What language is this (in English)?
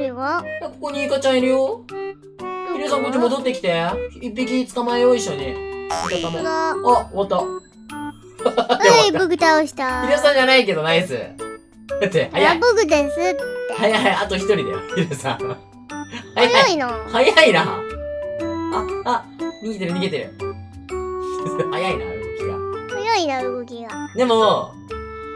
Japanese